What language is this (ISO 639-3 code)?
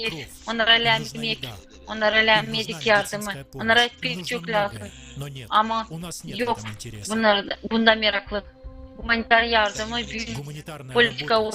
gag